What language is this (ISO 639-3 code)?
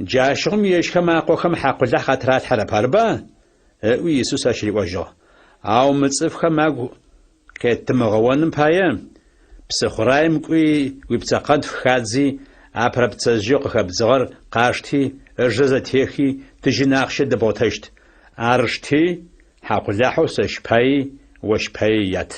ady